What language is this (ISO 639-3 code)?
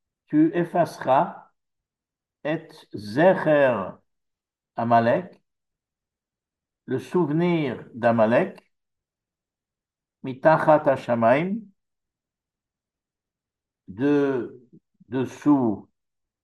fra